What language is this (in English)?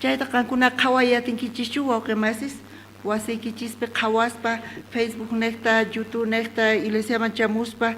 South Bolivian Quechua